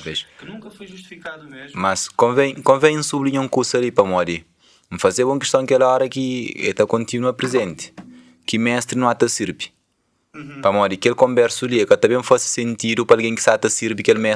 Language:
Kabuverdianu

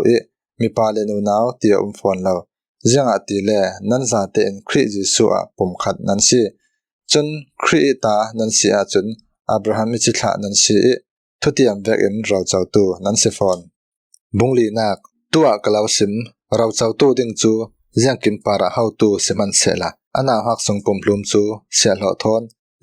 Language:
Falam Chin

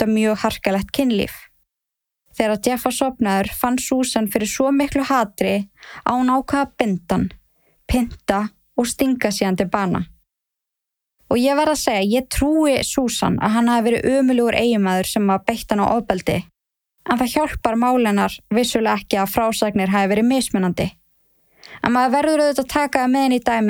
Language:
Icelandic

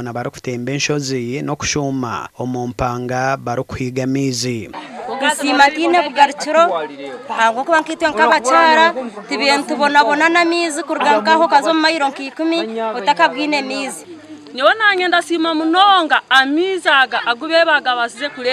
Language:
Nyankole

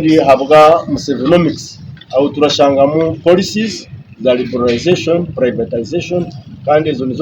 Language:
Nyankole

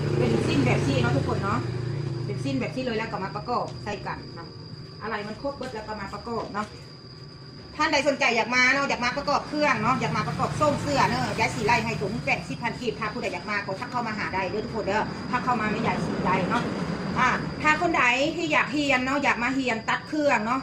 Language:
Lao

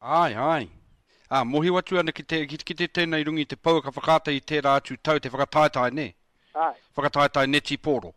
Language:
Māori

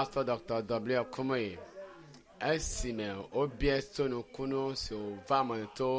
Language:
Ewe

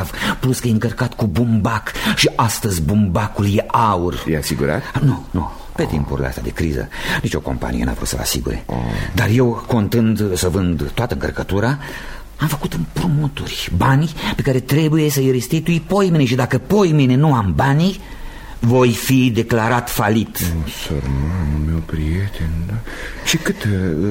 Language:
Romanian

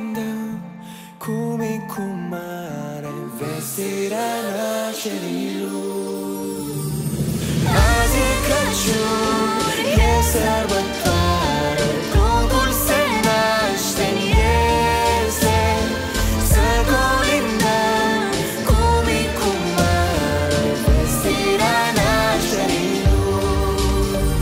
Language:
Romanian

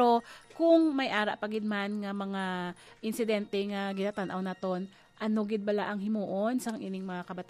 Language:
Hiligaynon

